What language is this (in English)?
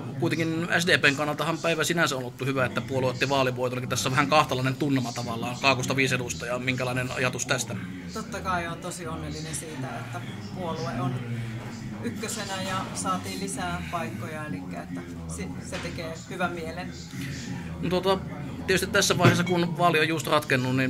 Finnish